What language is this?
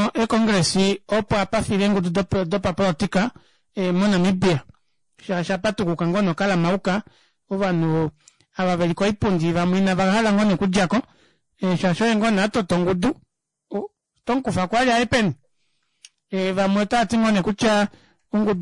Kuanyama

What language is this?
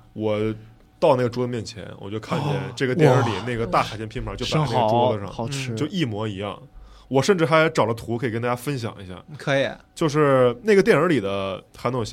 Chinese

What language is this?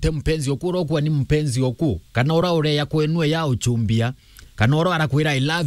Meru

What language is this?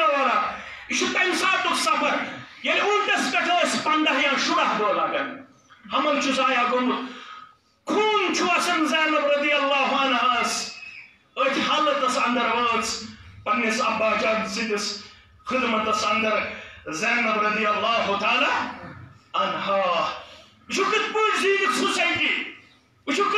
Kashmiri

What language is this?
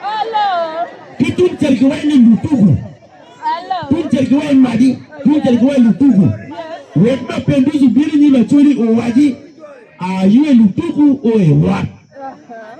Acoli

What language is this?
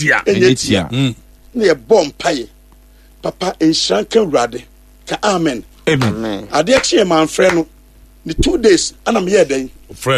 Akan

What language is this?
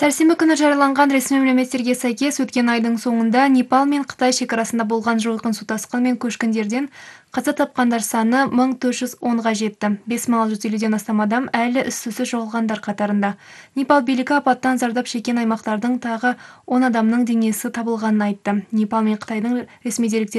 Kazakh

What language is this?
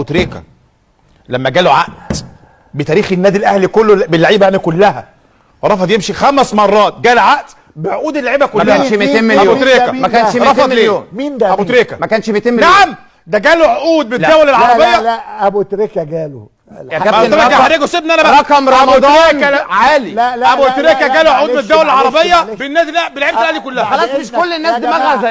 Egyptian Arabic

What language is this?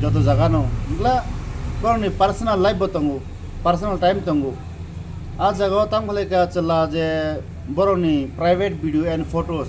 Kok Borok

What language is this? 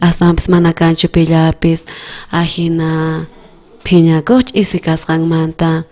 South Bolivian Quechua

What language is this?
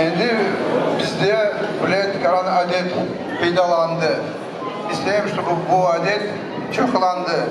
Crimean Tatar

